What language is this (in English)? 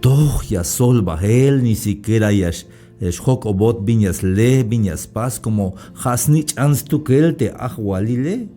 Tzeltal